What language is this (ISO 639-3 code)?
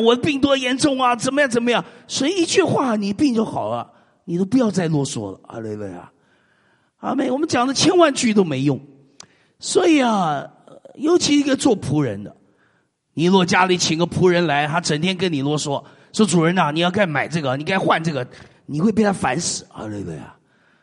zho